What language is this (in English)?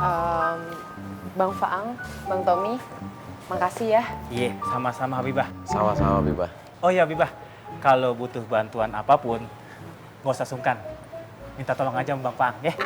Betawi